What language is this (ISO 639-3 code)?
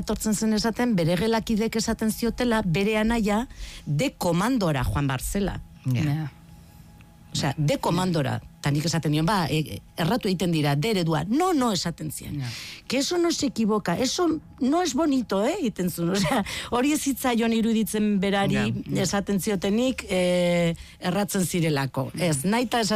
eus